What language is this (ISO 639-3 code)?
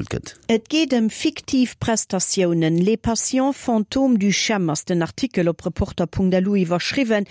ltz